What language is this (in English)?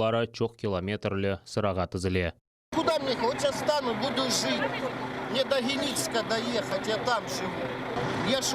Crimean Tatar